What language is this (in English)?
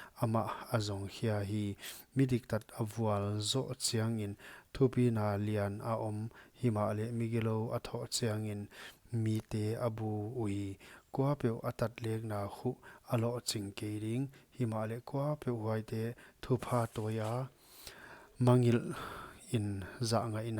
Paite Chin